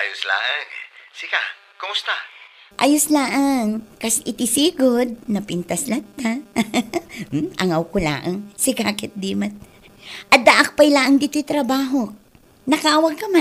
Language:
Iloko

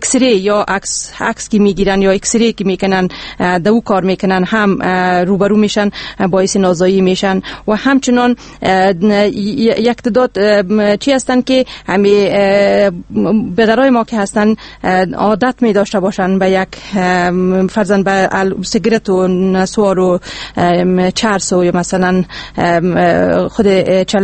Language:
Persian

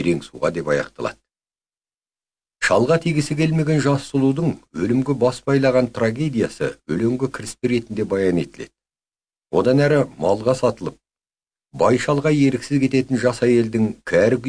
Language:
Kazakh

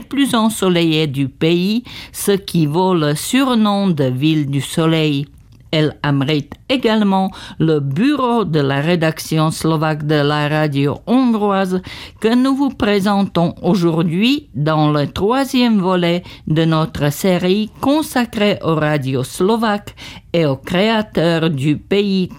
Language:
French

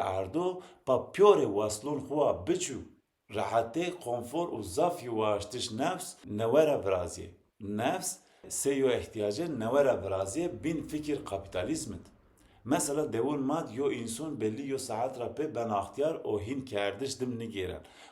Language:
Zaza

